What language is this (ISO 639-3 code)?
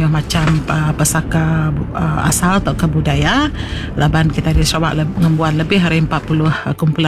iba